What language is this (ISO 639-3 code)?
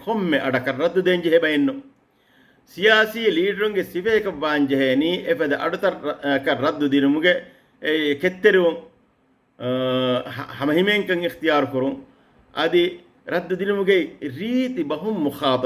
div